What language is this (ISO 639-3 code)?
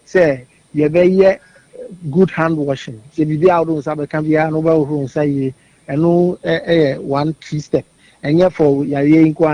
aka